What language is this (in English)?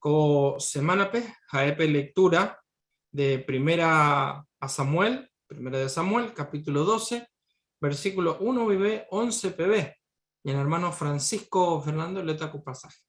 Guarani